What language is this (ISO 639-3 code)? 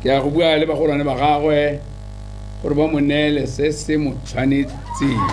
tsn